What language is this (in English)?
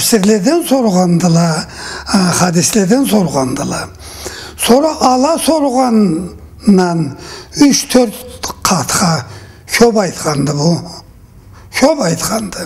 Karachay-Balkar